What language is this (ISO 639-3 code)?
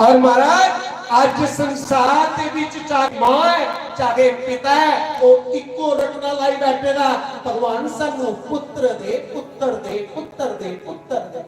doi